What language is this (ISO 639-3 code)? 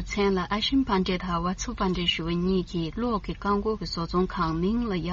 bod